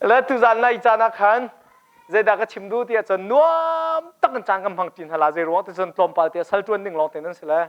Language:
Hakha Chin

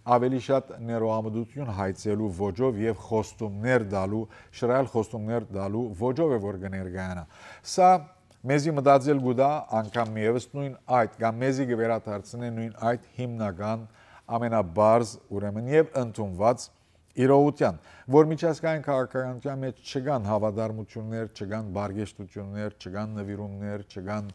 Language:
Western Armenian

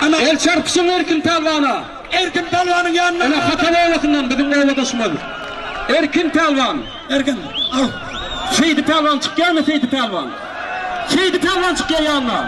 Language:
Turkmen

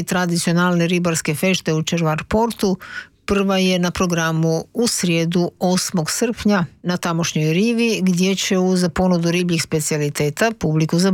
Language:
Croatian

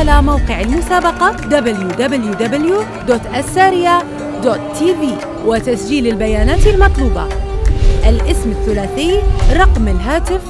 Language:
Arabic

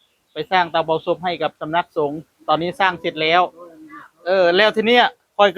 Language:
Northeastern Thai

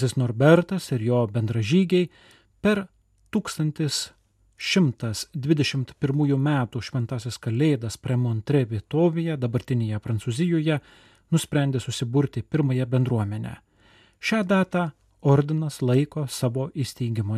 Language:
Lithuanian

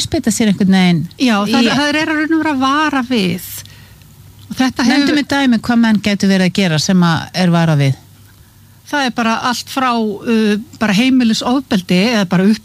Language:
Icelandic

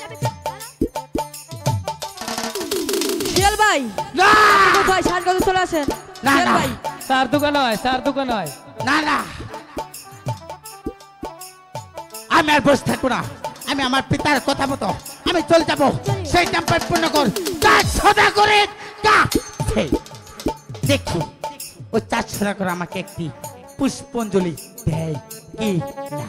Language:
Bangla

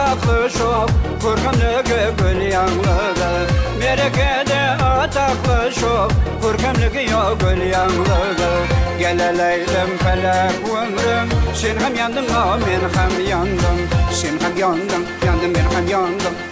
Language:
Kara-Kalpak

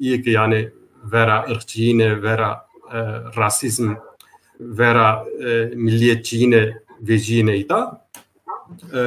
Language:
Zaza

